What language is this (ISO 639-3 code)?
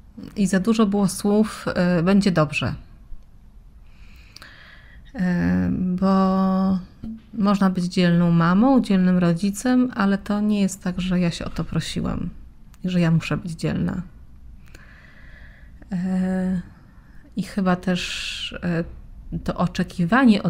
pol